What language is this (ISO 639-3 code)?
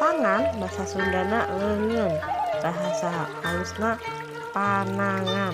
sun